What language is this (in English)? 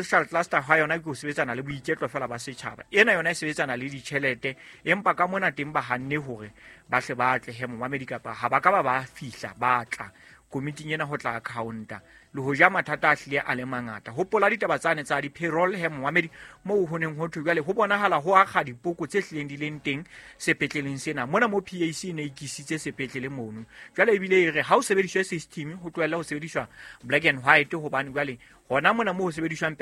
Southern Sotho